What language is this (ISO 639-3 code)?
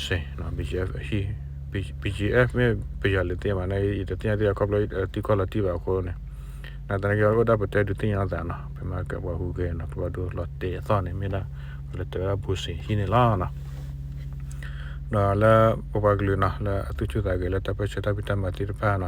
ksw